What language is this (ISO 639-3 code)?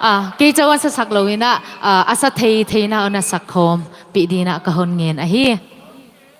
ctd